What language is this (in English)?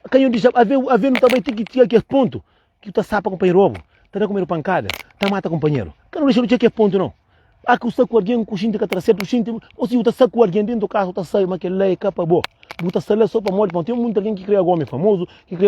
Kabuverdianu